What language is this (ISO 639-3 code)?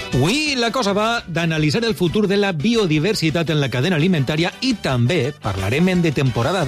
cat